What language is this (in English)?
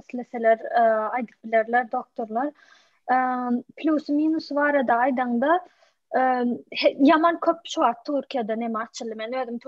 Turkmen